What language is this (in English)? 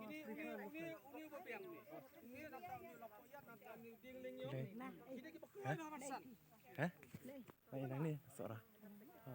Khasi